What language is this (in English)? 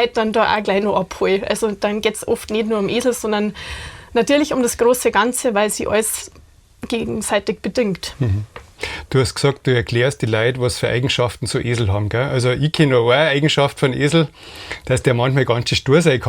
Bavarian